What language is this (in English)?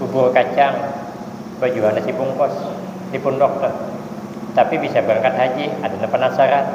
Banjar